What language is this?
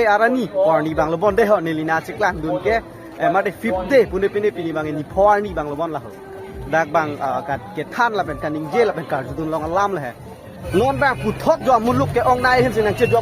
Karbi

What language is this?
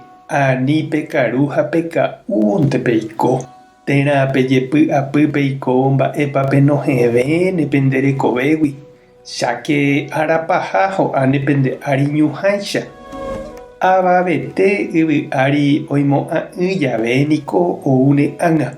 Guarani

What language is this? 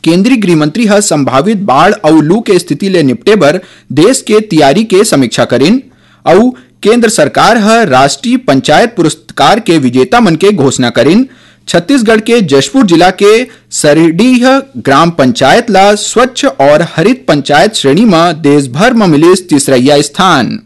Chhattisgarhi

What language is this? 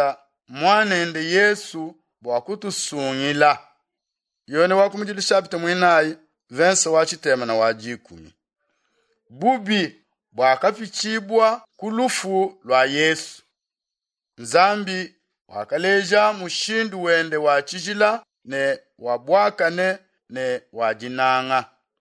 Luba-Lulua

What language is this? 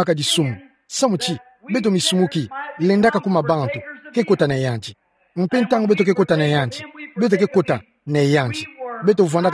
Kituba (Democratic Republic of Congo)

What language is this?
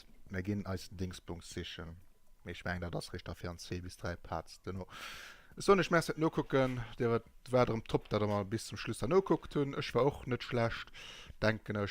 Luxembourgish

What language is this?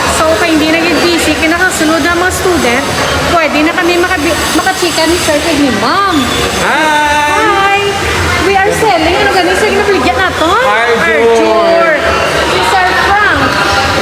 Hiligaynon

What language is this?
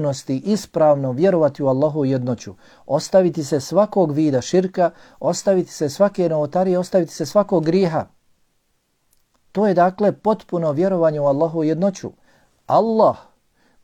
Bosnian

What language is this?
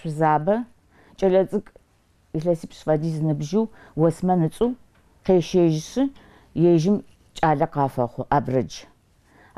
Adyghe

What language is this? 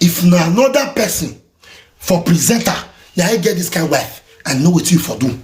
Nigerian Pidgin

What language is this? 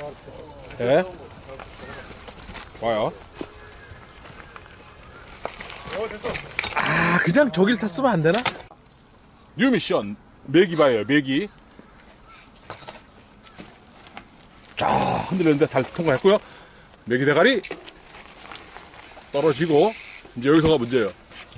Korean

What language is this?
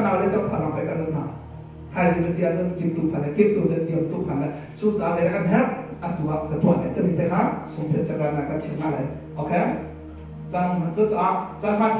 Hakha Chin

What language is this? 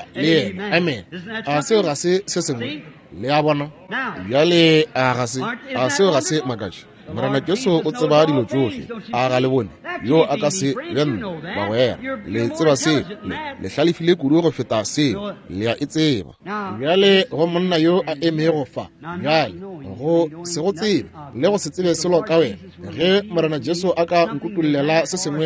Northern Sotho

